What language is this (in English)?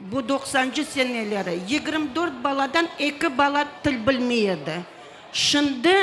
Crimean Tatar